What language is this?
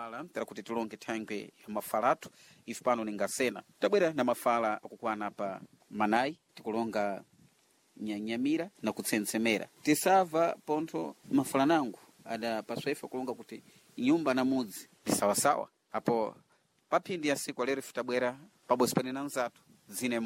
Sena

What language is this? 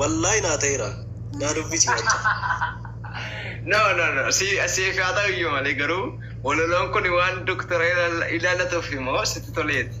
Oromo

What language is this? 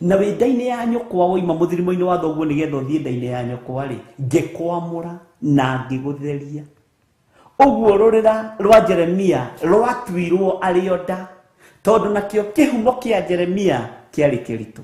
Kikuyu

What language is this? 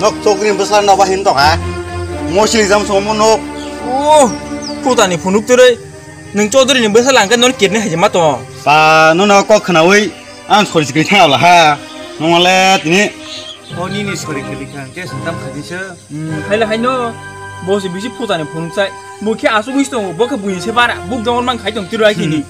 Kok Borok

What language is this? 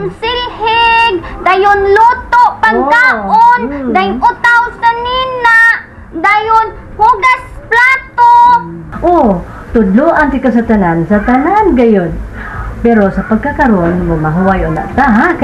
Cebuano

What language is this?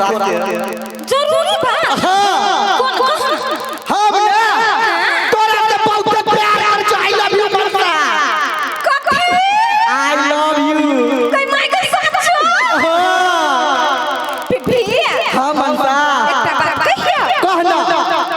Maithili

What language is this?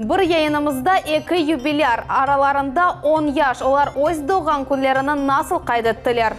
Crimean Tatar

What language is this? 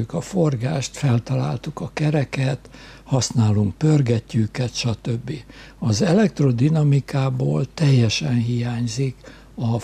Hungarian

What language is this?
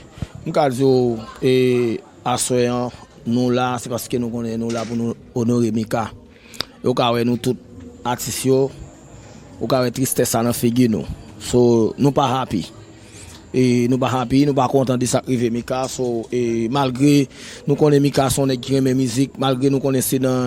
Haitian Creole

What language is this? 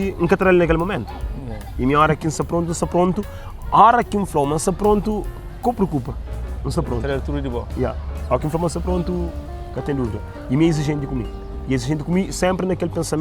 Kabuverdianu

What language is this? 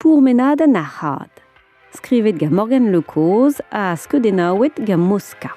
Breton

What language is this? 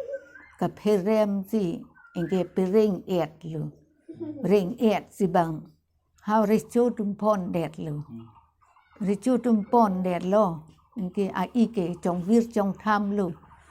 Karbi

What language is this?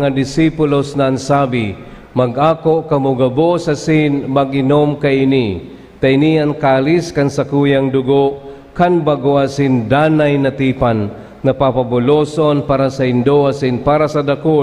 Bikol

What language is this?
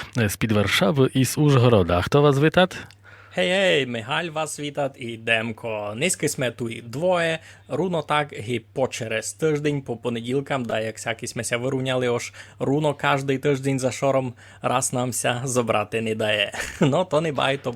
Rusyn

